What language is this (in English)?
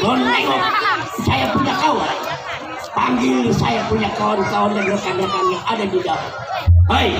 Betawi